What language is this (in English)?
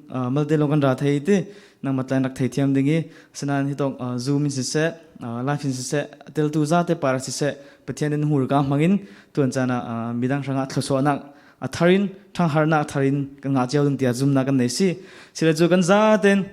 Falam Chin